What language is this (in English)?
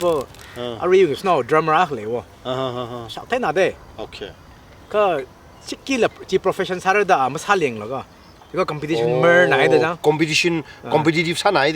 Tangkhul Naga (India)